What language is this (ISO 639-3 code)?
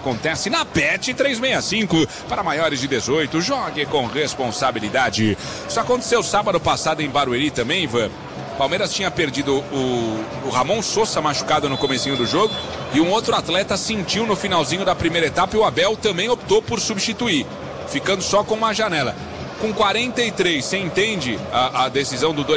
por